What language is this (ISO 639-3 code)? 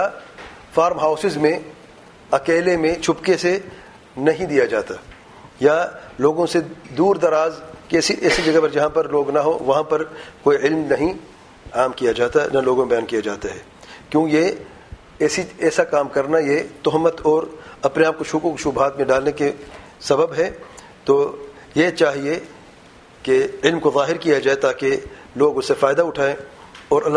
urd